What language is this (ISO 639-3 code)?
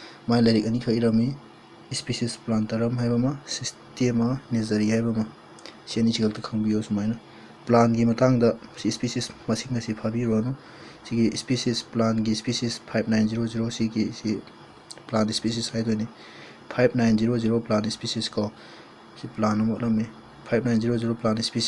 mni